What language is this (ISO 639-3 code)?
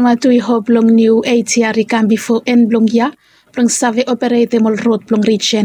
bis